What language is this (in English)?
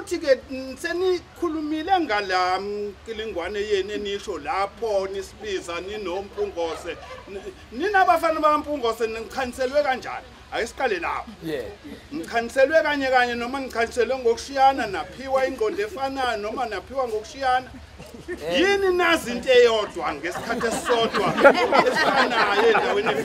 Zulu